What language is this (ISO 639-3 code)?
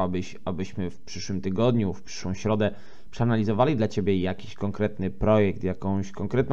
pol